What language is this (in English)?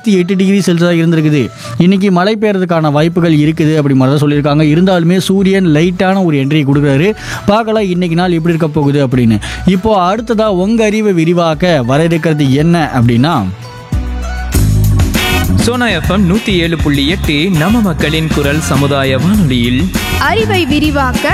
Tamil